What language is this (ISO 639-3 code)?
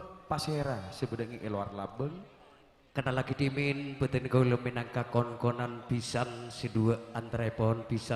mad